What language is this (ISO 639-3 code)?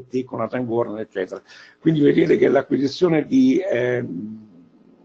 ita